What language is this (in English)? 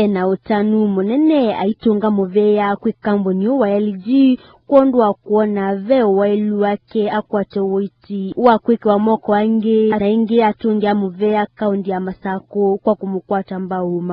Kamba